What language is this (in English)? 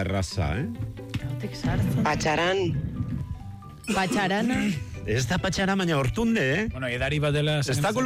Basque